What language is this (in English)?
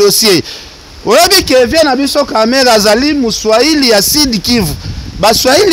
Lingala